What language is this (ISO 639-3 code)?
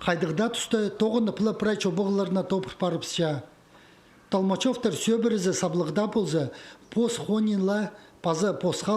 kjh